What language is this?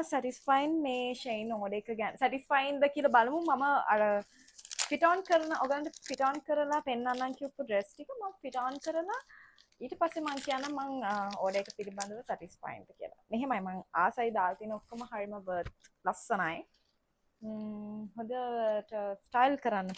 Sinhala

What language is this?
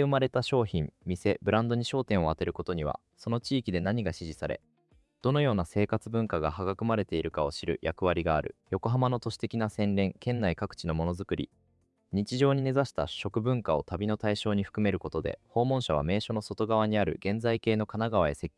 Japanese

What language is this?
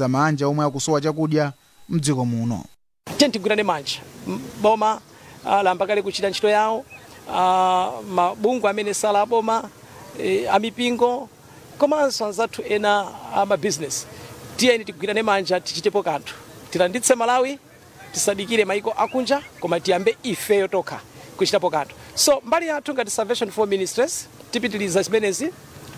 Nyanja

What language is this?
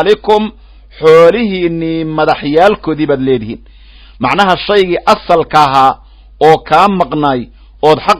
Somali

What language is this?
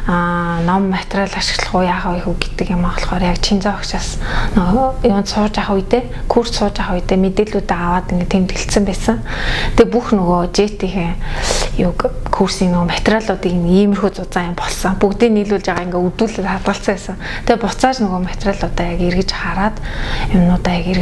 Mongolian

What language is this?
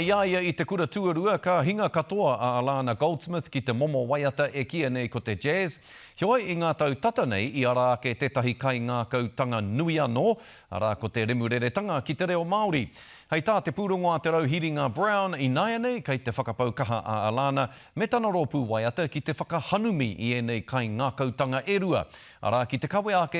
Māori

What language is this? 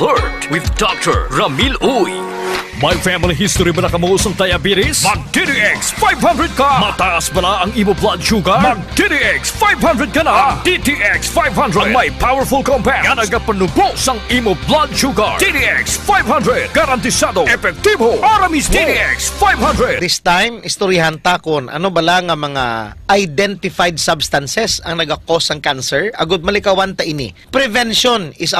Hiligaynon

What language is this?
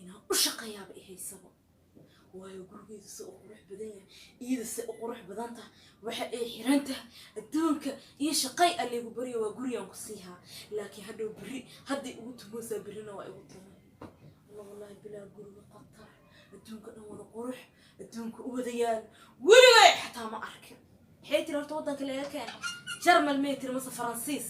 Somali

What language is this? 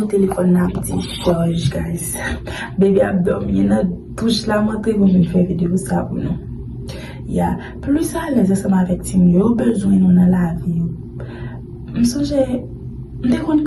Haitian Creole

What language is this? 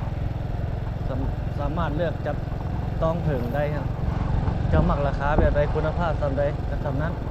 Lao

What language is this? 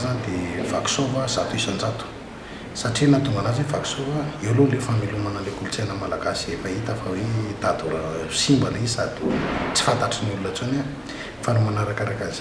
Malagasy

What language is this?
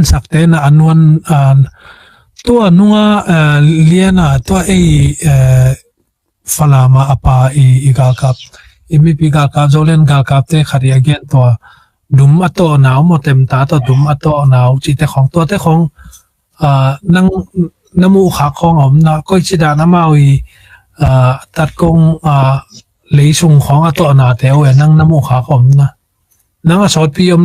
Tedim Chin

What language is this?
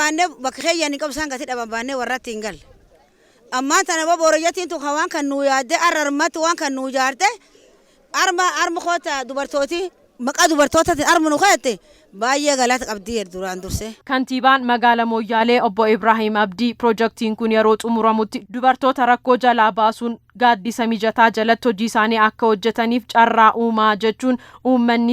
Oromo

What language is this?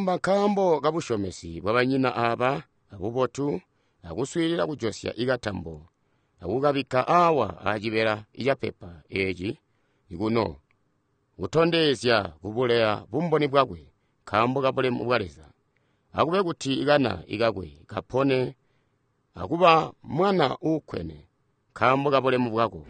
Tonga (Zambia)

